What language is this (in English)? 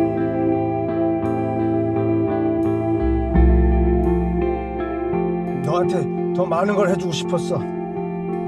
Korean